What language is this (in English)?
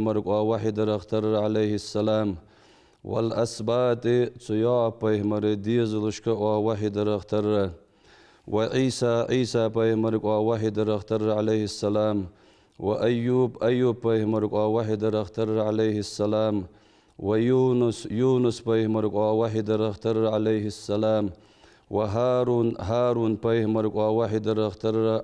Ingush